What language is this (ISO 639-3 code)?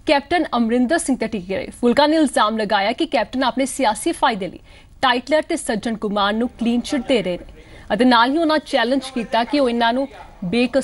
pan